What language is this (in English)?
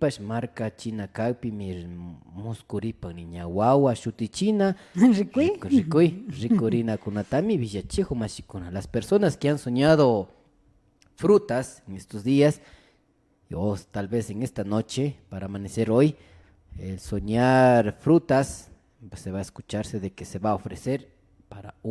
Imbabura Highland Quichua